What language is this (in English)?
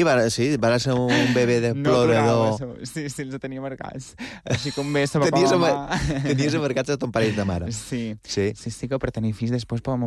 Catalan